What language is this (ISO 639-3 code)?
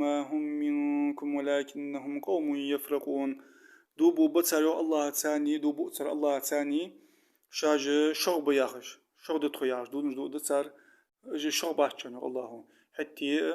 inh